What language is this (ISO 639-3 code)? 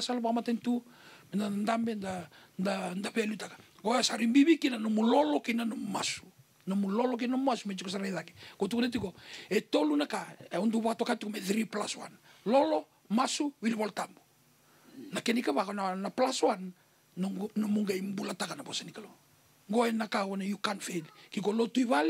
fij